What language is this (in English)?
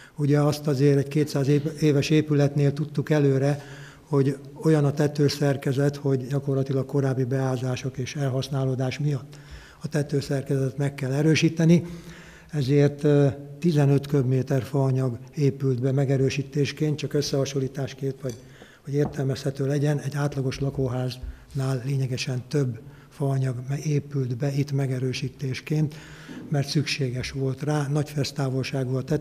Hungarian